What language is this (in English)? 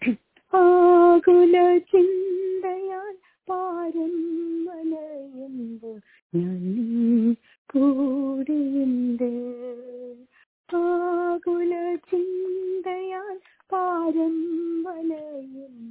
Malayalam